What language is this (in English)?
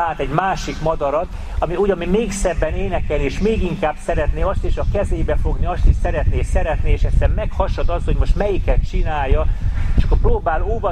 Hungarian